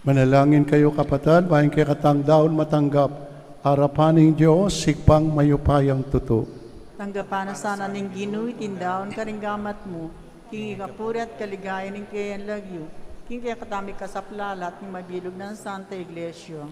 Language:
Pampanga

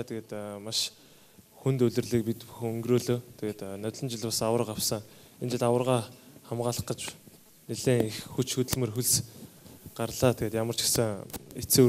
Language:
Mongolian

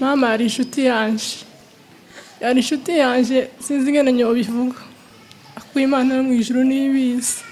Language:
Rundi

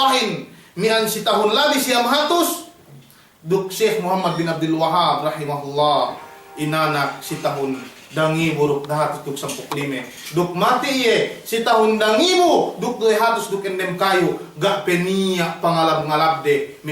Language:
Yakan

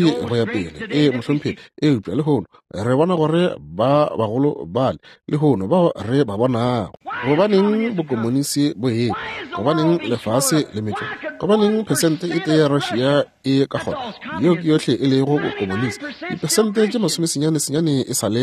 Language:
Northern Sotho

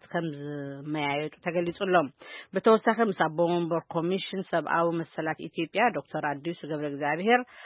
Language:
Tigrinya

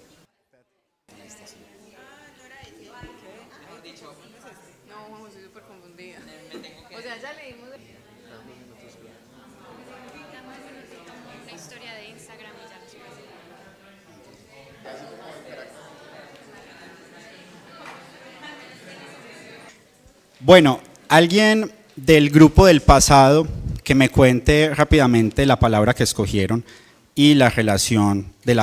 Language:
Spanish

